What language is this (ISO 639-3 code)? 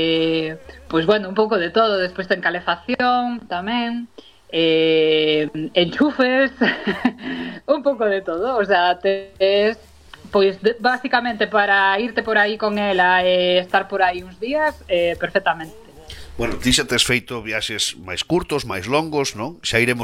glg